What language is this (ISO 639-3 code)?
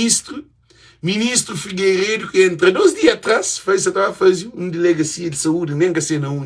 kea